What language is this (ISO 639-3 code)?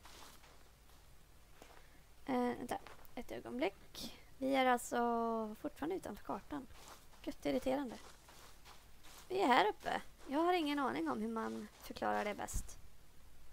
swe